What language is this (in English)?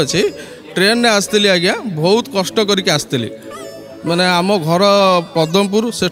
Odia